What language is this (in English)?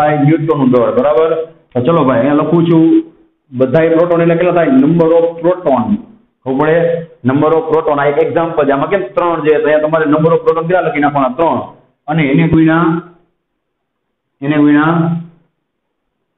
Gujarati